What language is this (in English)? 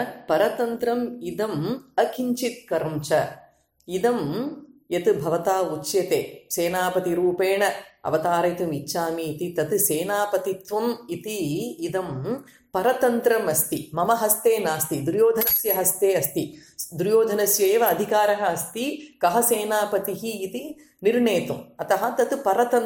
Sanskrit